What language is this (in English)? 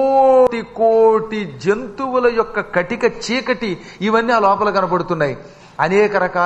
Telugu